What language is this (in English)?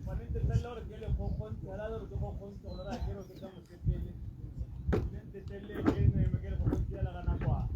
Tswana